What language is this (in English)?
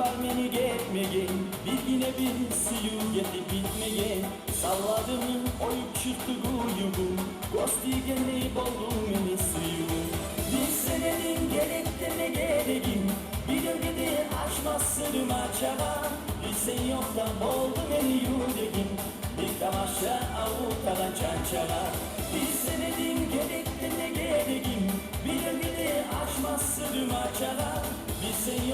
Kumyk